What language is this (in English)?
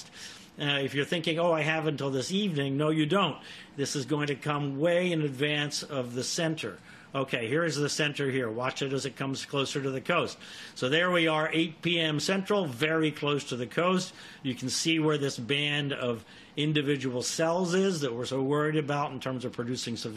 English